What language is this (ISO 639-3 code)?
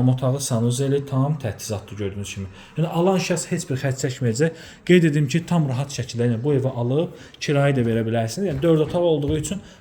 aze